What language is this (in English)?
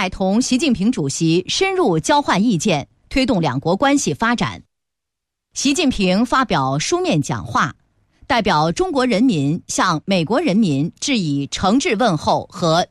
Chinese